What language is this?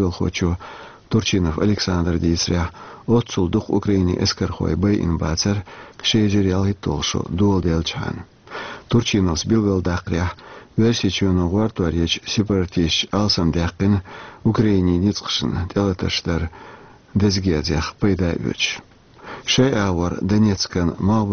Chechen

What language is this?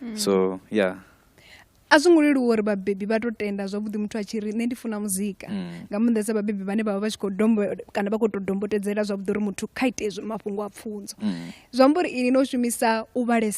Venda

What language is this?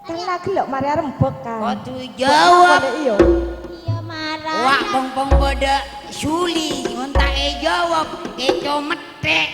Madurese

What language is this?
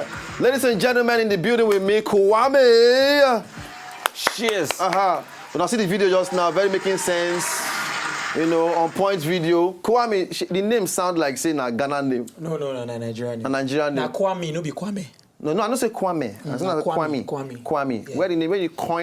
Nigerian Pidgin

